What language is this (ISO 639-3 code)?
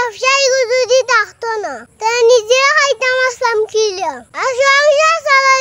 syl